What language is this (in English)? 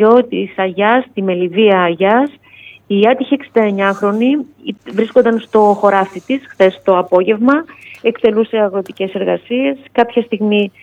Greek